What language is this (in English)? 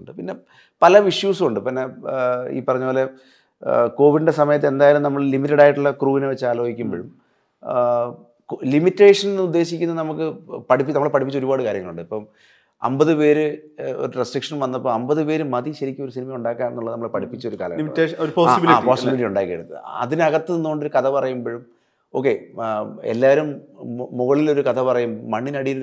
Malayalam